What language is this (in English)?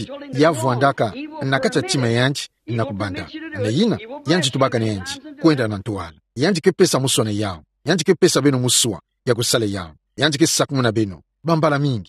Kituba (Democratic Republic of Congo)